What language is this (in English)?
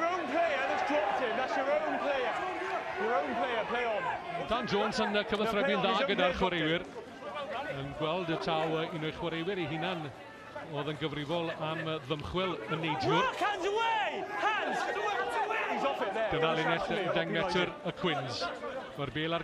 Welsh